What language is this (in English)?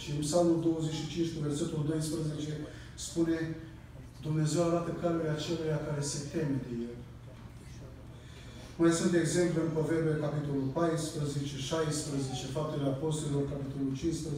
Romanian